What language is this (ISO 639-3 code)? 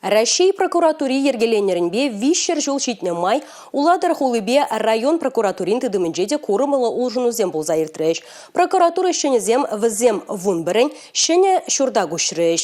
chv